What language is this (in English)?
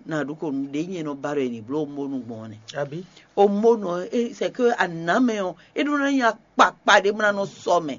Fon